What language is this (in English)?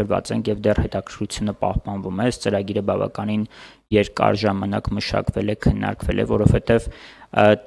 Armenian